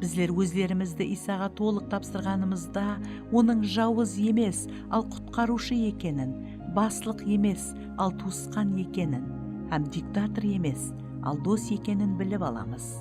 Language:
Kara-Kalpak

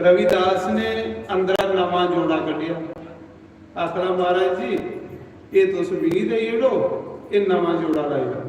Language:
Dogri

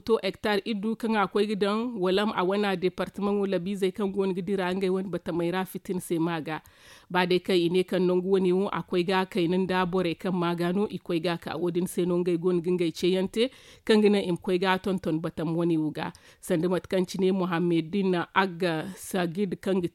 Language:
Zarma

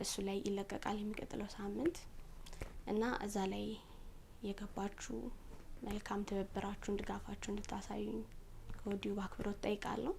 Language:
Amharic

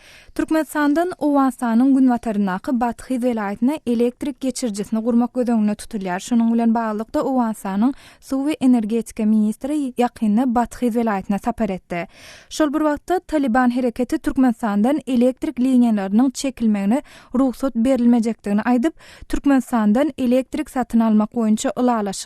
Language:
Turkmen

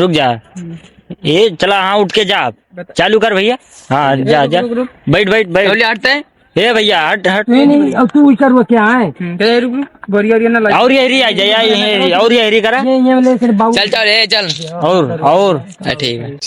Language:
Awadhi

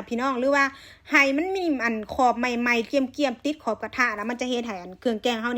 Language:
Lao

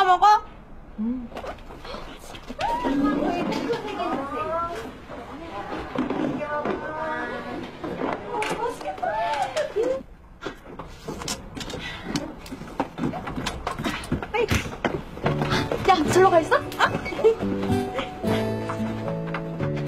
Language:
Korean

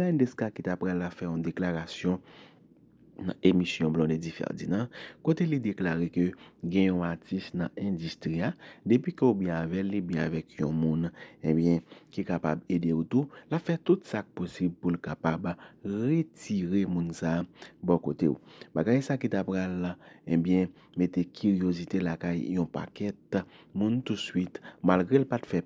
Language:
Haitian Creole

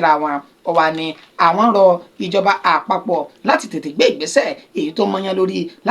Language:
Yoruba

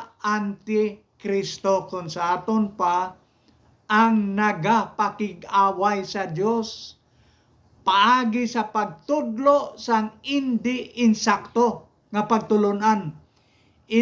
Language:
Hiligaynon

